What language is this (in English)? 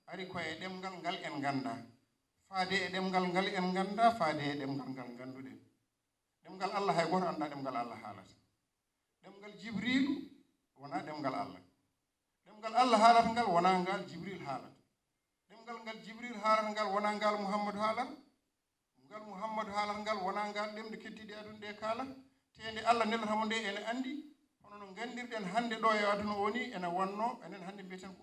Fula